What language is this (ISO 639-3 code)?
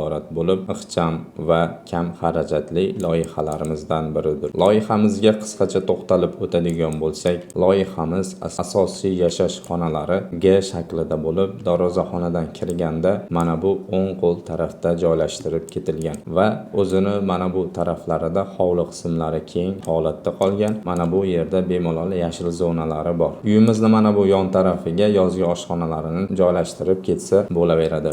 uzb